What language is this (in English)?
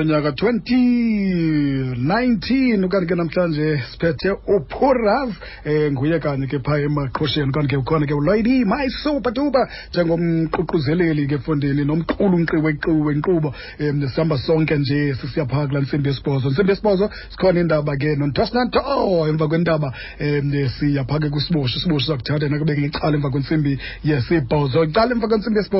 Xhosa